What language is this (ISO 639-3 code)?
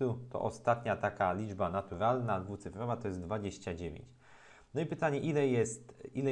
pol